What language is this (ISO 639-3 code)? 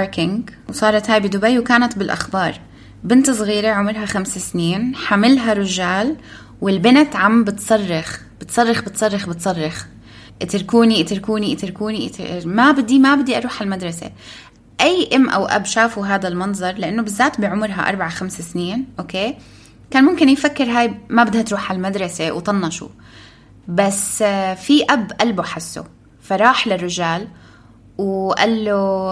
apc